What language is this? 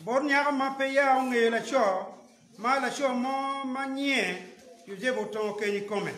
Acoli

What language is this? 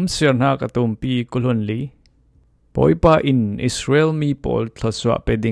Falam Chin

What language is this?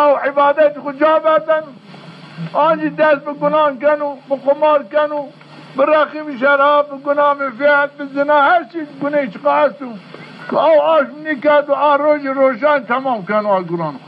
Zaza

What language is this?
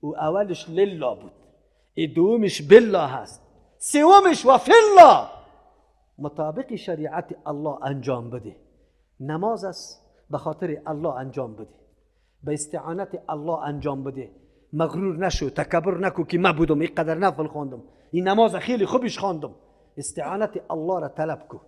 Persian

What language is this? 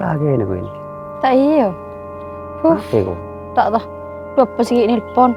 Madurese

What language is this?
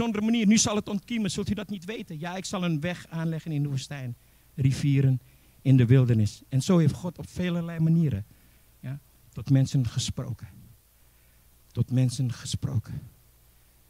Dutch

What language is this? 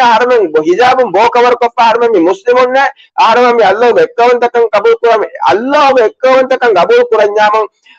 Divehi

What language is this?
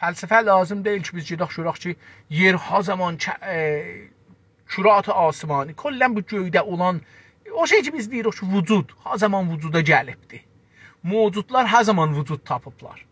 South Azerbaijani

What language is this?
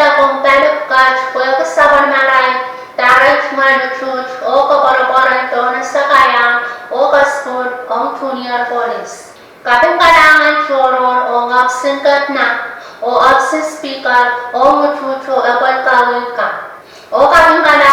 Pohnpeian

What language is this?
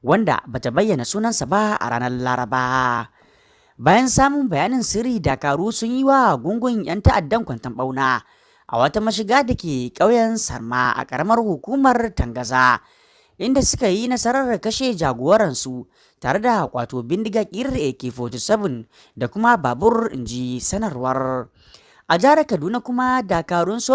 Hausa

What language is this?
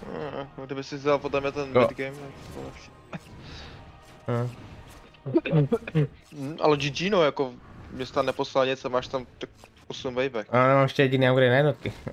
Czech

